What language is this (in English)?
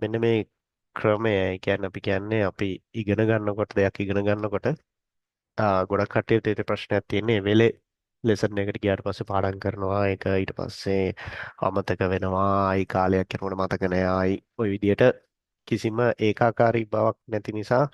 Sinhala